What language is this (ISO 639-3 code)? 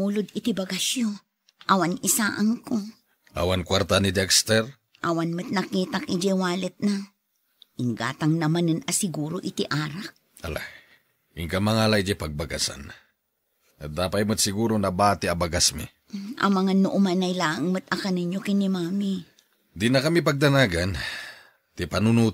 ilo